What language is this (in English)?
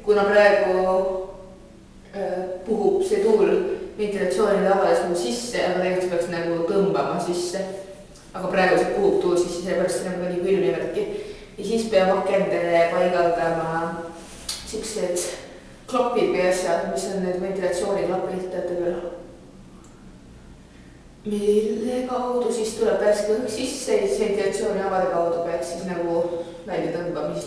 Estonian